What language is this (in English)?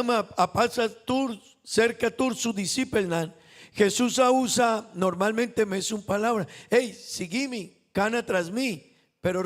Papiamento